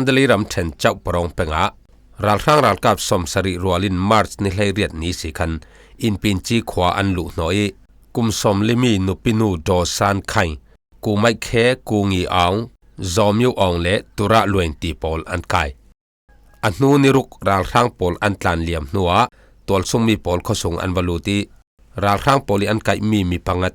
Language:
Falam Chin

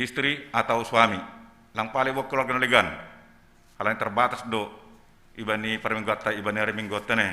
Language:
Batak Simalungun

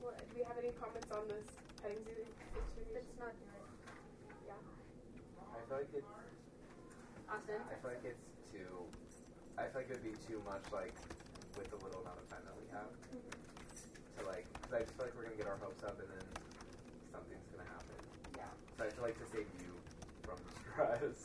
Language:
English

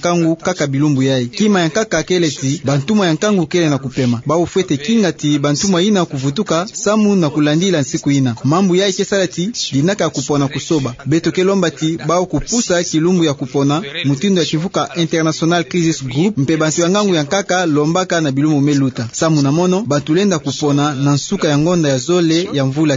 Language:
Kituba (Democratic Republic of Congo)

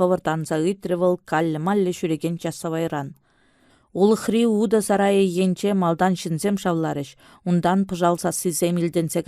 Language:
Chuvash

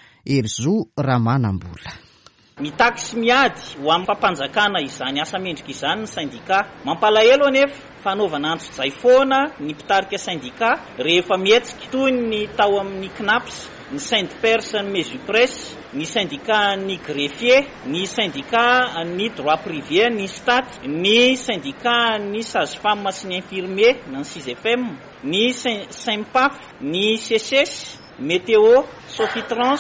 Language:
Malagasy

